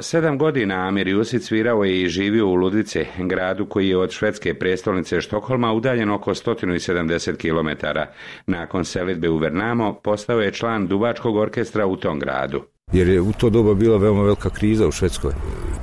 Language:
Bosnian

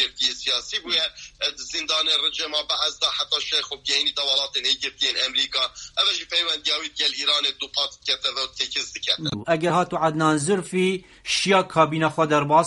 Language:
Kurdish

